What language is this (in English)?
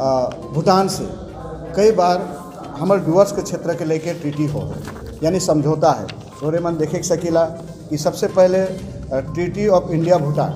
Sadri